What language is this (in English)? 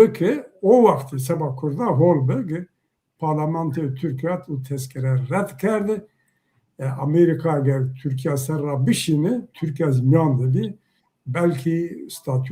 Zaza